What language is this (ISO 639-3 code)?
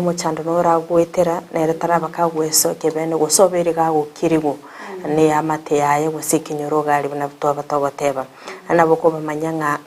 guz